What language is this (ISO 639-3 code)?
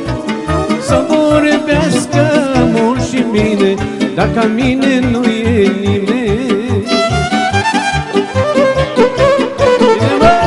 ron